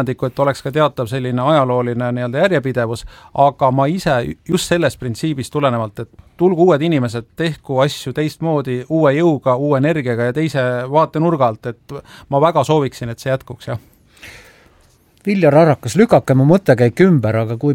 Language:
Estonian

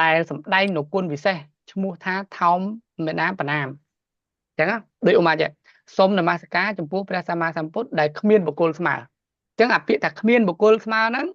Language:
Khmer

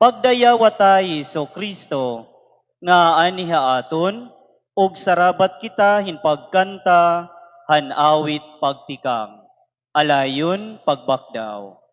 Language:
Waray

